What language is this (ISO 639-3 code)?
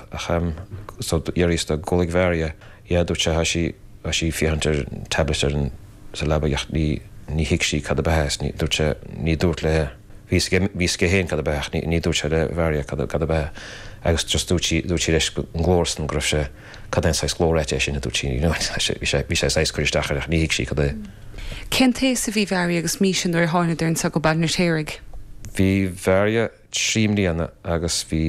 gle